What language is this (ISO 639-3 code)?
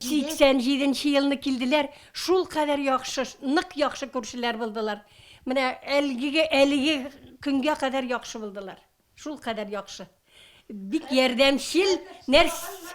tat